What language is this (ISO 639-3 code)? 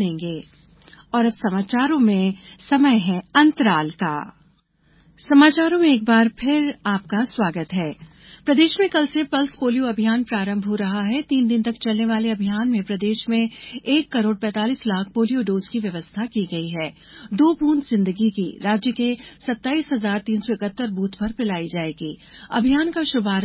hin